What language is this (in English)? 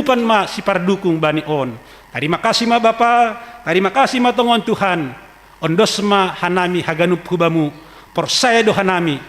Batak Simalungun